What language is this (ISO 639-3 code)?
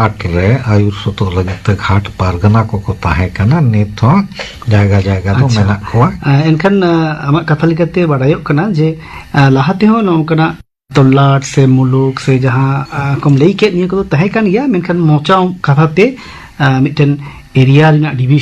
sat